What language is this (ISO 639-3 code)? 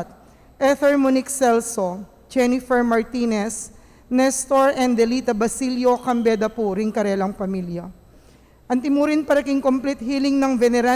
pam